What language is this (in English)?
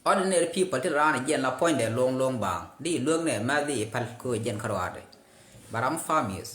Nuer